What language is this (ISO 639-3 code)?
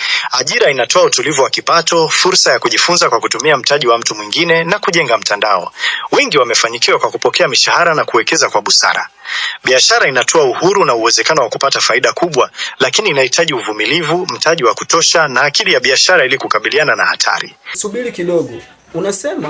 swa